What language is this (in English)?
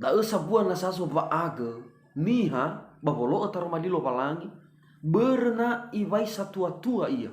Nias